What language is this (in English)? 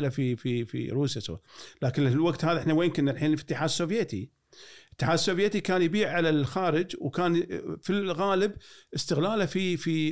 Gulf Arabic